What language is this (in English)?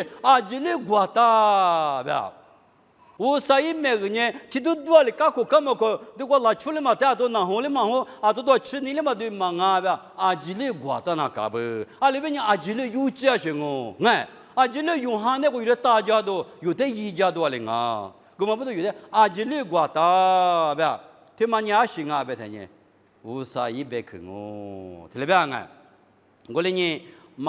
Lisu